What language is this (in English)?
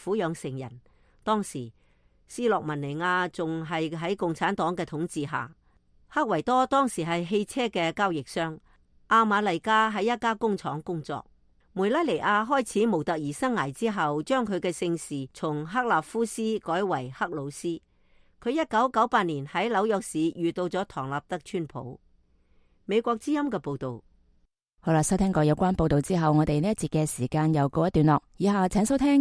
Cantonese